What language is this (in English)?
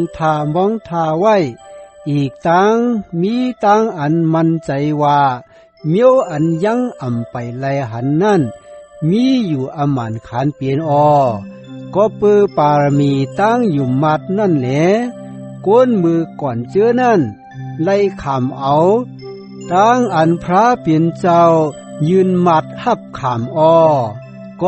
Shan